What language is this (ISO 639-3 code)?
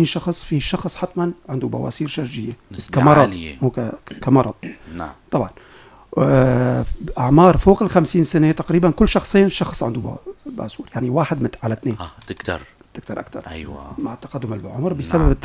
apc